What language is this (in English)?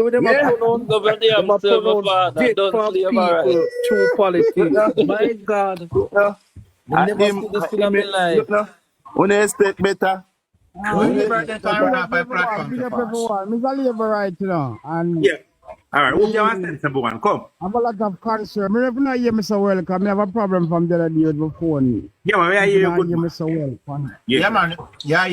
Jamaican Creole English